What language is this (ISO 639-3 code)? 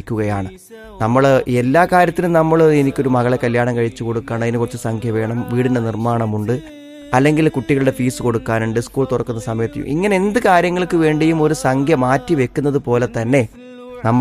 mal